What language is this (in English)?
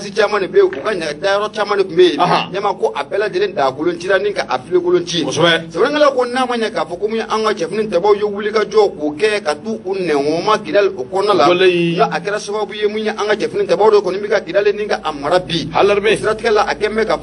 Bambara